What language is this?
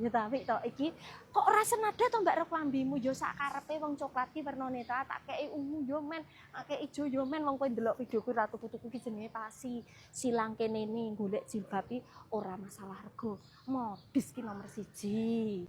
Javanese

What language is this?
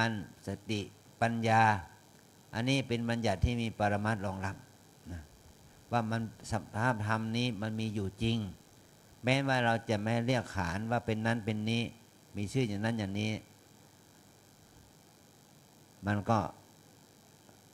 Thai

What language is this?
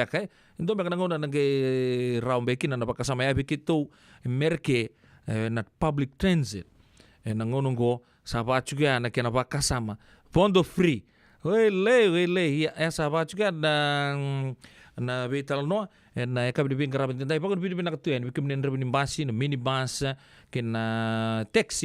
Fijian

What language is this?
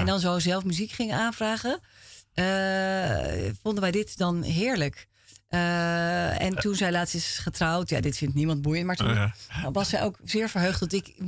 Dutch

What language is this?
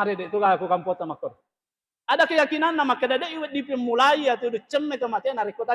Buginese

